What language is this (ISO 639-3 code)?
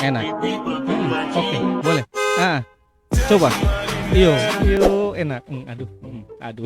abs